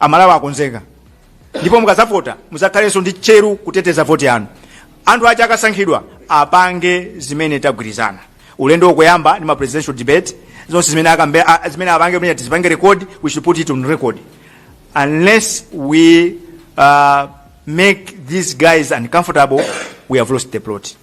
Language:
Nyanja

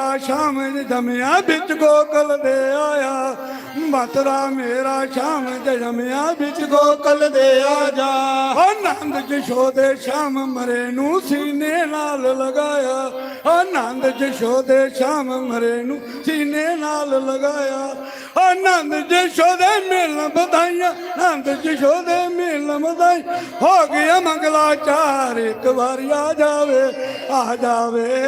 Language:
Dogri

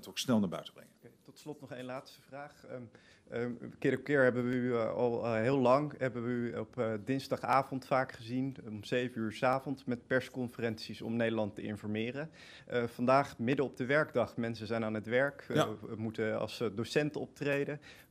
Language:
Dutch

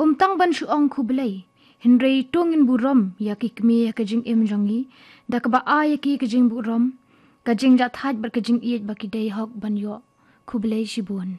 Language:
Khasi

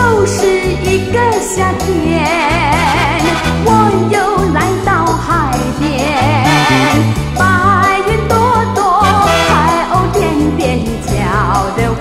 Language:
Chinese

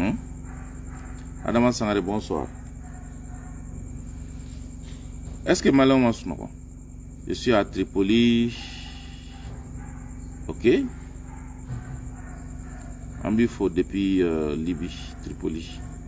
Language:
French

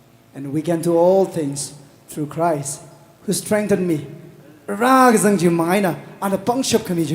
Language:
Tangkhul Naga (India)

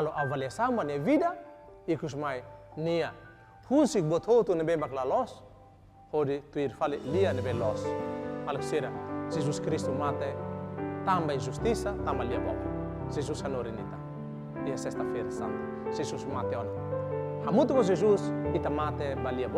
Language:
Tetum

